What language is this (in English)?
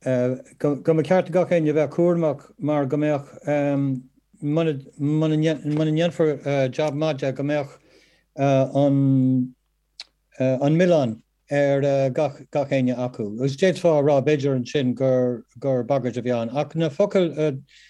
Irish